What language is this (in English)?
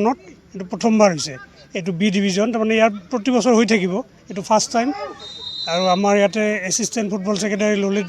Assamese